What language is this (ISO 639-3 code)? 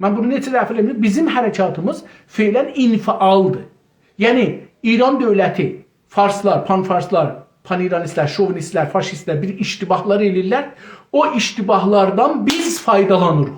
azb